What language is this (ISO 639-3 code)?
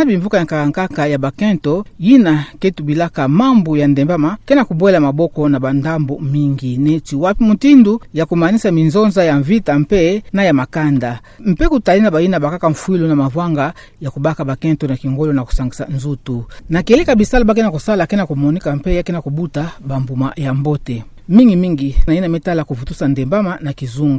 ktu